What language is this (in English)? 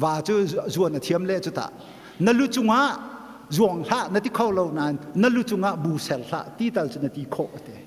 Hakha Chin